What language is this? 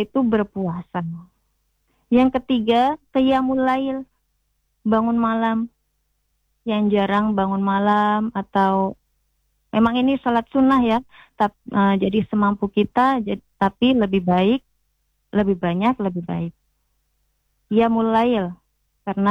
Indonesian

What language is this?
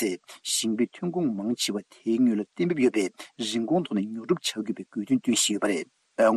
Tibetan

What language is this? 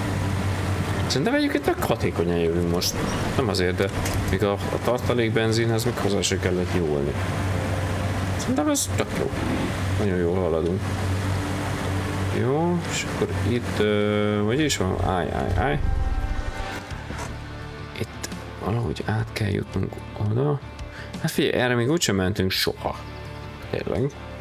Hungarian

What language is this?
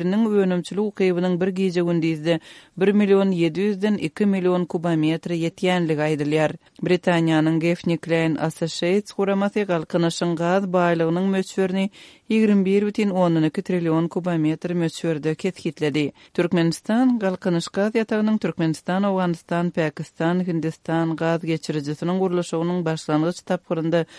Turkmen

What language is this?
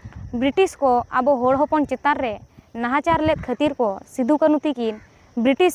Santali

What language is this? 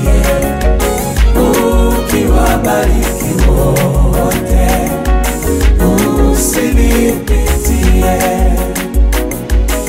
Swahili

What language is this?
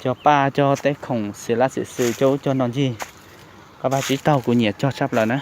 Hmong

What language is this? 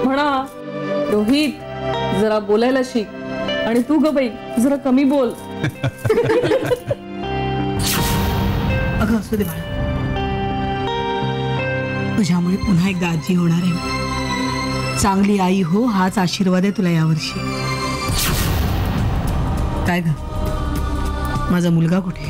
Marathi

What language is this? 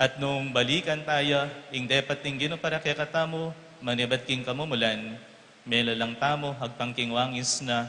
Pampanga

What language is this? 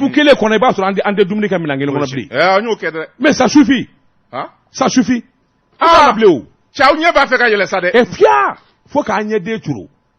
Bambara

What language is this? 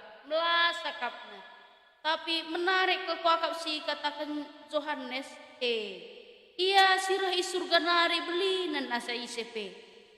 Batak Karo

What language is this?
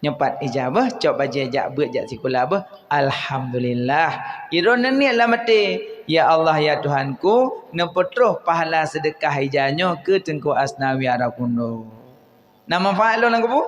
Achinese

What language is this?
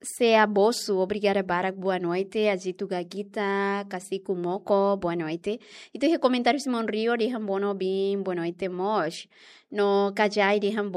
Tetum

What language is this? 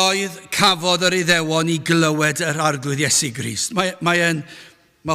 Welsh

